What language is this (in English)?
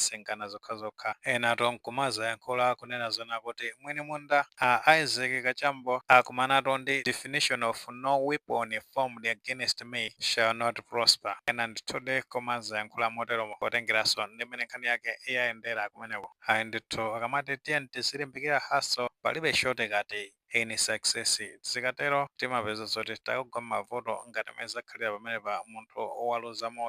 Nyanja